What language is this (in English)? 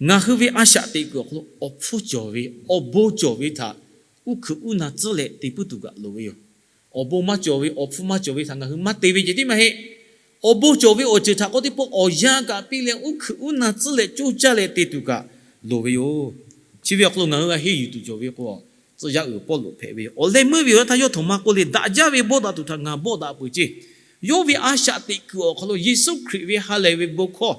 Lahu